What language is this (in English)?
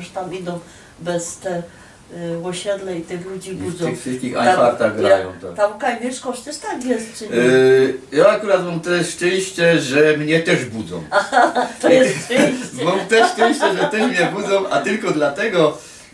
Silesian